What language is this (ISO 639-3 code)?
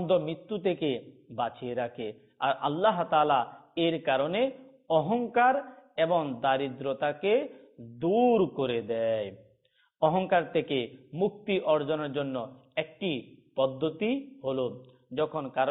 ben